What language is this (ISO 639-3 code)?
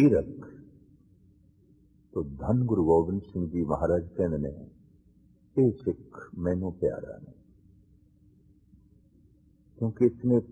pan